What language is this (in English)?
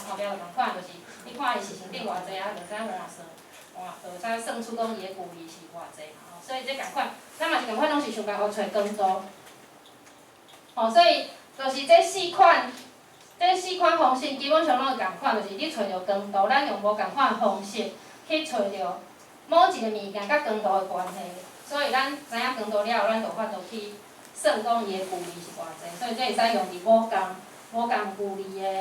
Min Nan Chinese